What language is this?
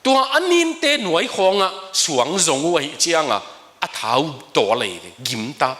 Tedim Chin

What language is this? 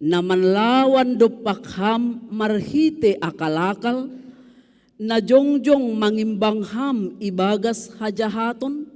Batak Simalungun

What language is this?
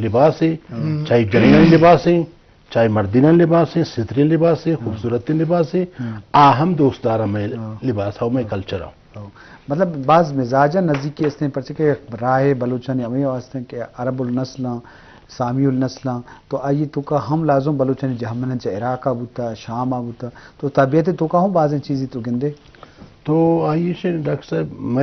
Eastern Balochi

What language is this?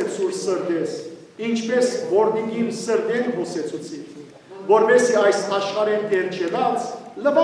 Western Armenian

